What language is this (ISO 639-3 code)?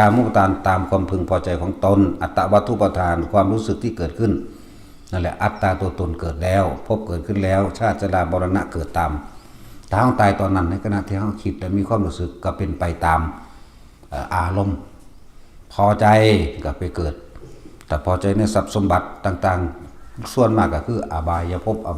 tts